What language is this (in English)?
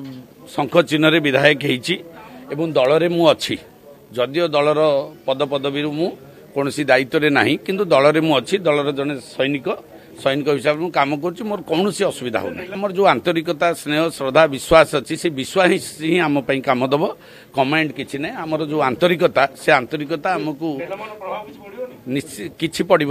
Odia